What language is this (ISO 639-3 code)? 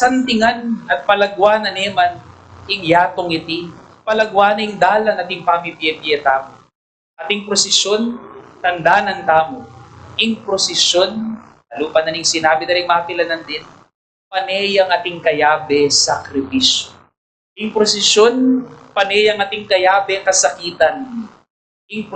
pam